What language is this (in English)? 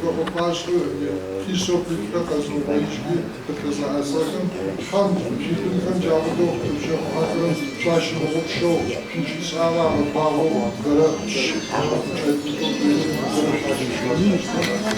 Adyghe